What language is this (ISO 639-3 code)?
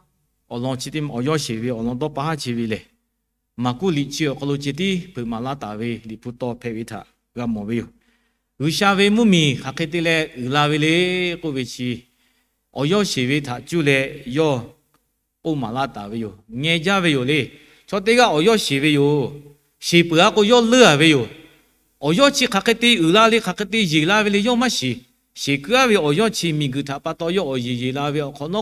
lhu